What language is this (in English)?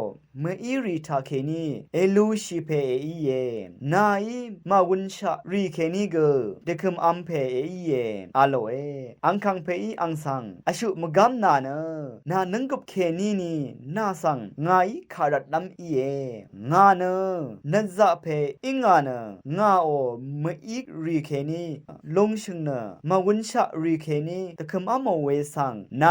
Rawang